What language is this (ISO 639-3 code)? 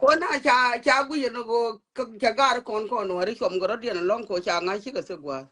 nus